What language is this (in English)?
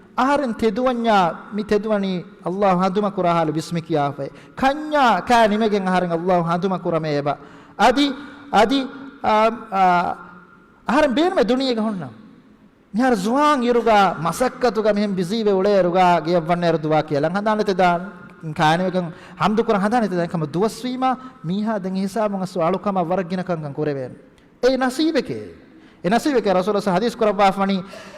Divehi